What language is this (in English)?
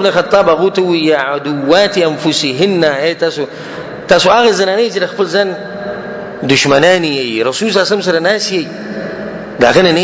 Pashto